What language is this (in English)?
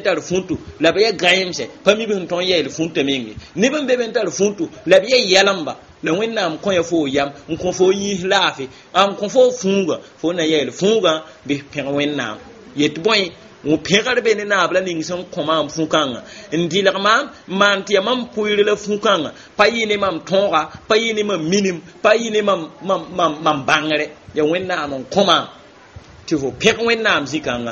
Mossi